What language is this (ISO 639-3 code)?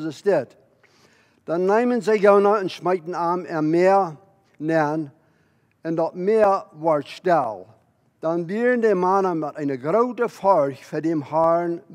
pdt